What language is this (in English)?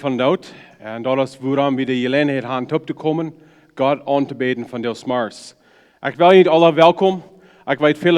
Plautdietsch